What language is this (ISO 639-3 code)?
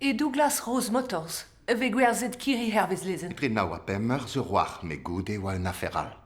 bre